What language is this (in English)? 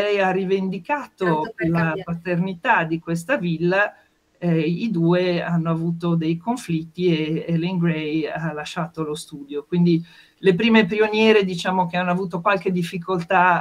Italian